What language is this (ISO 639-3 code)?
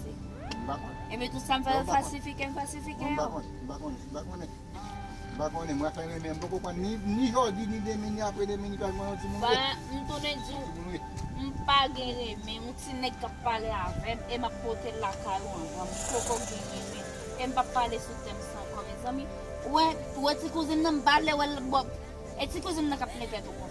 hat